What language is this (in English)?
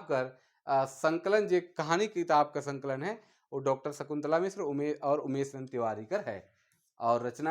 Sadri